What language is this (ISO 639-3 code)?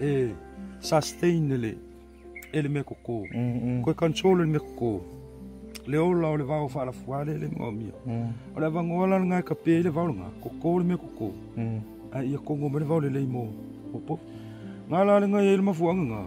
smo